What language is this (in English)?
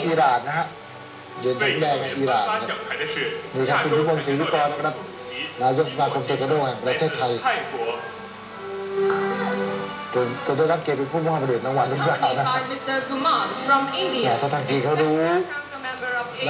Thai